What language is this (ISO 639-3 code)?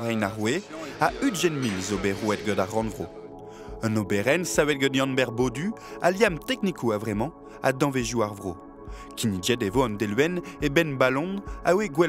bre